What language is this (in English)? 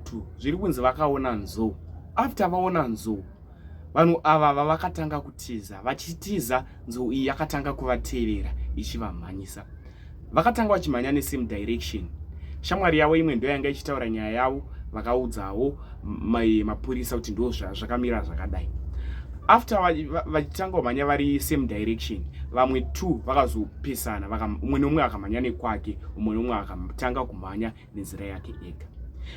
Shona